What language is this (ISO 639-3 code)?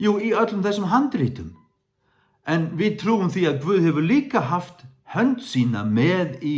fao